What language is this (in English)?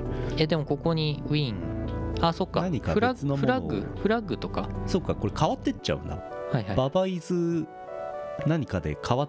Japanese